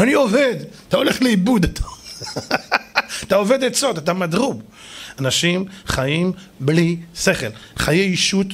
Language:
Hebrew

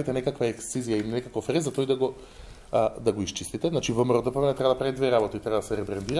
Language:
Macedonian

